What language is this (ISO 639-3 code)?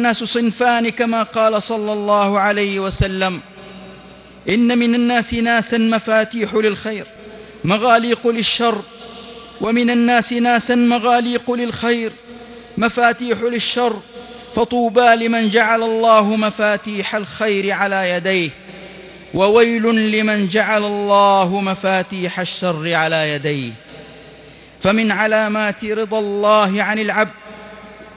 ara